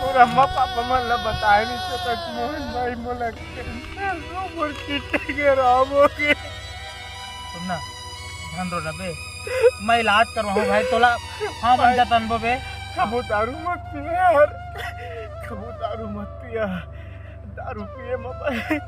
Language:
Chhattisgarhi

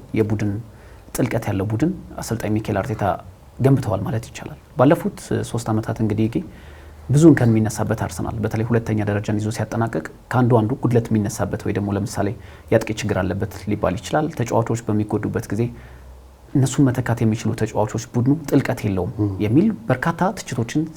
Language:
Amharic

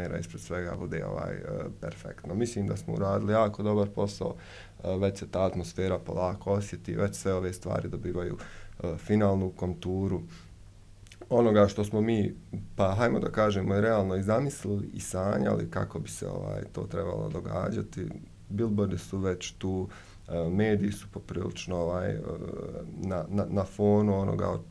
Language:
Bosnian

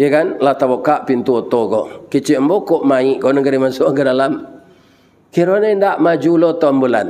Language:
Minangkabau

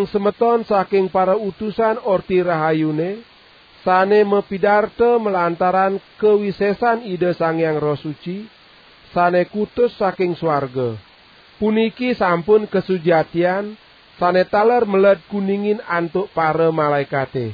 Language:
Balinese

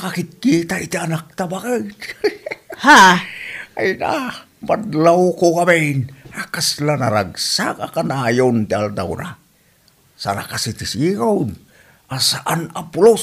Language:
Iloko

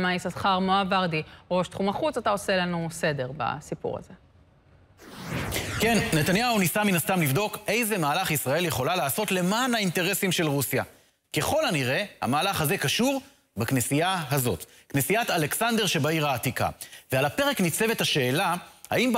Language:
Hebrew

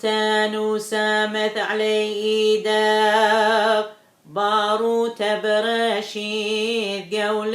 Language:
Assyrian Neo-Aramaic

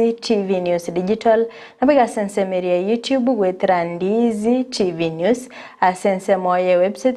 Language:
Gusii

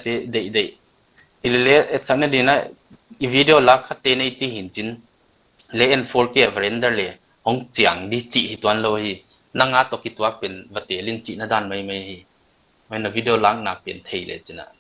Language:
Paite Chin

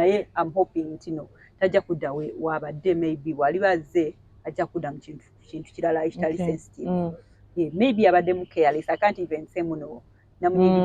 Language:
Ganda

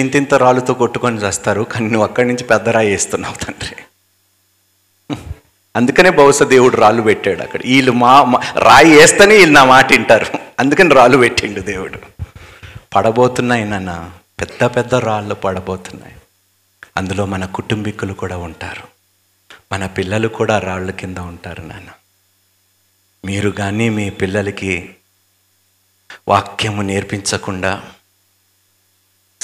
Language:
Telugu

